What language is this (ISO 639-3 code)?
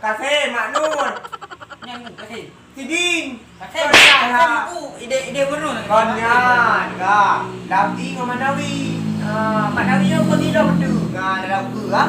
ace